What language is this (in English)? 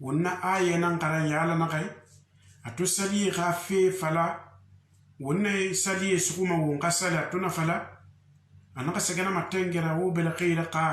Susu